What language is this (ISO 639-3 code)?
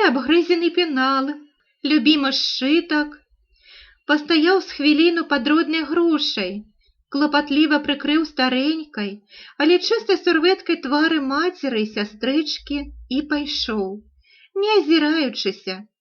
bel